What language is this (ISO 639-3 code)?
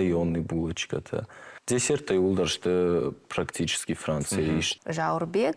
oss